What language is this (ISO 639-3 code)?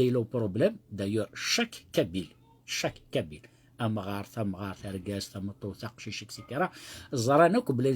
kab